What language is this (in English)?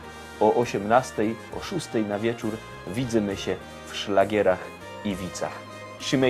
Silesian